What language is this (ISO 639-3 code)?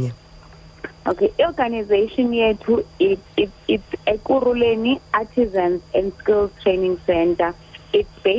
xho